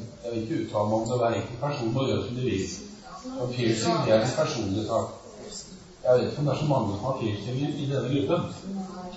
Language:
Norwegian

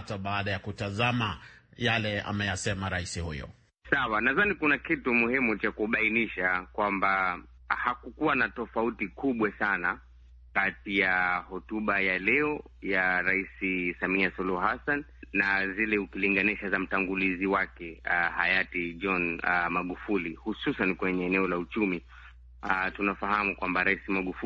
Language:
Swahili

